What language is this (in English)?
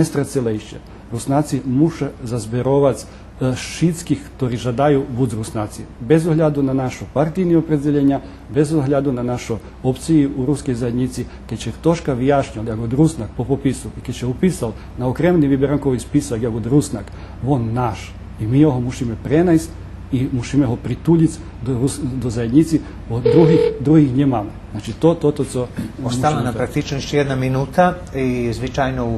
Rusyn